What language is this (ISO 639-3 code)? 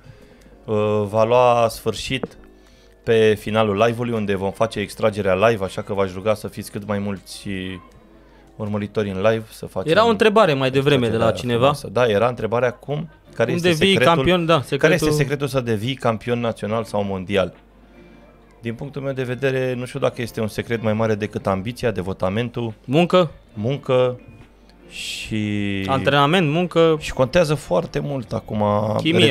ron